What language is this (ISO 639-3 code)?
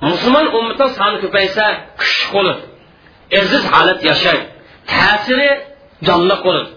uig